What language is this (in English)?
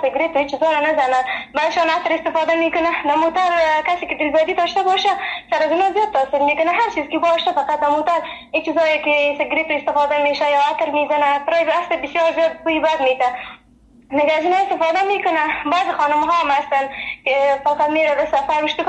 Persian